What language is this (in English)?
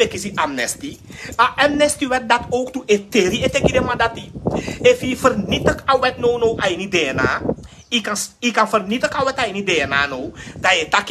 Sranan Tongo